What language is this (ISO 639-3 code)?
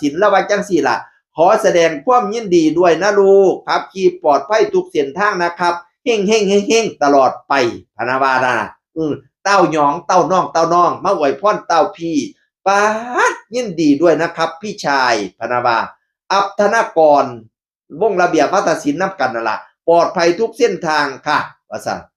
tts